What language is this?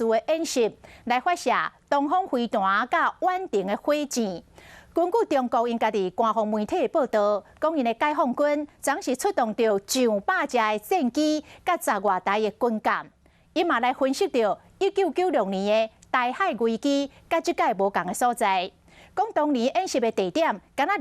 Min Nan Chinese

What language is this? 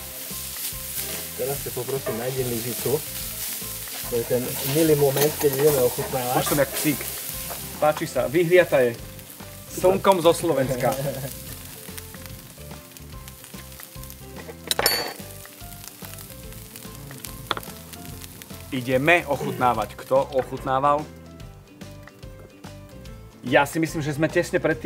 Slovak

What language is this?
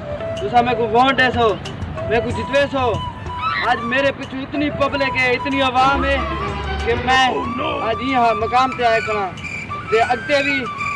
Saraiki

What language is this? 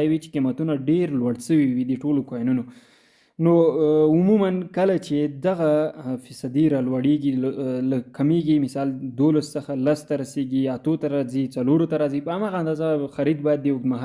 Pashto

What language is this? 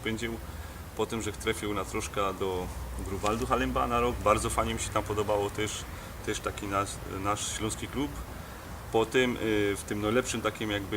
Silesian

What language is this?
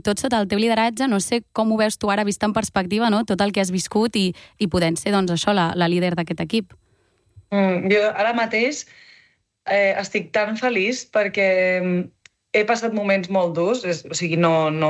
Catalan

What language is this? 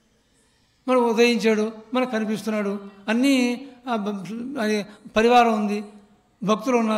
Telugu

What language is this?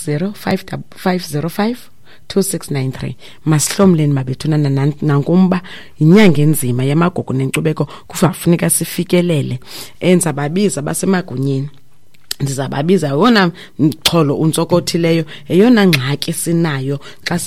Xhosa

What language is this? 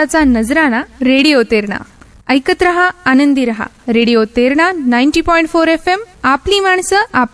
Marathi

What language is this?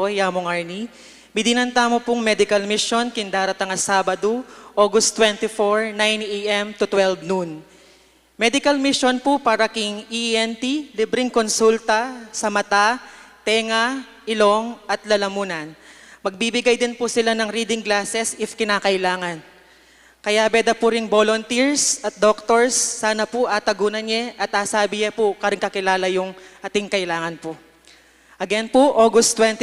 Pampanga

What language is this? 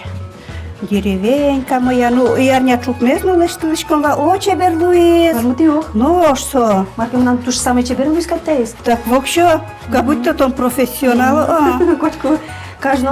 Udmurt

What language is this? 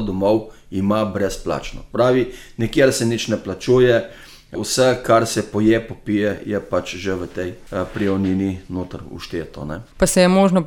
Slovenian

